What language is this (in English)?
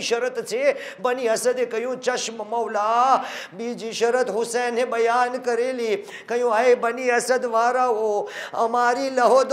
Gujarati